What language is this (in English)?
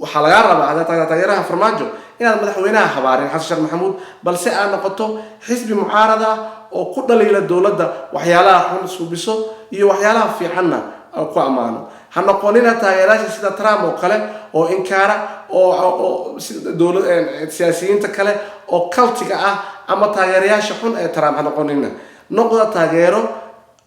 Somali